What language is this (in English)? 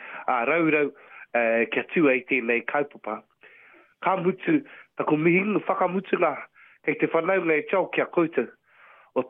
Māori